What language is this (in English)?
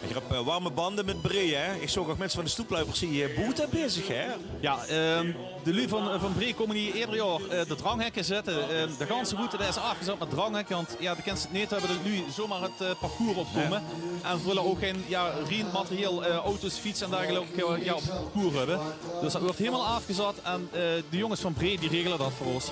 Limburgish